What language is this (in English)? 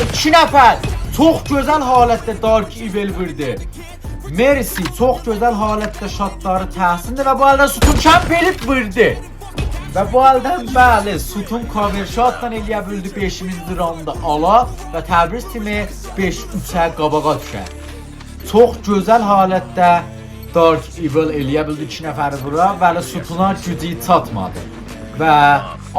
South Azerbaijani